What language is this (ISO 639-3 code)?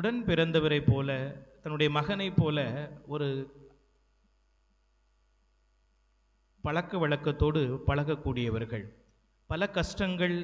tam